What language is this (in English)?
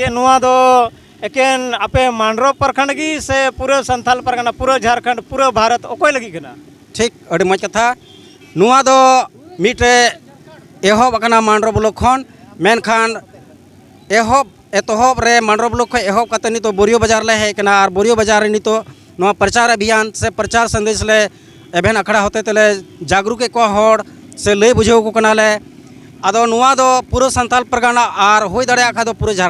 Santali